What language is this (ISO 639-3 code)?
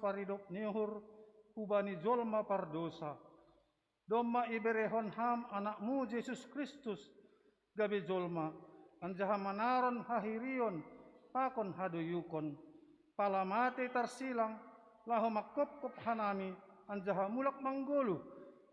bts